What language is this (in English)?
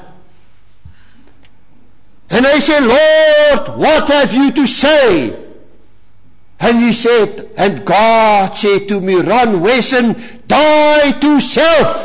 Afrikaans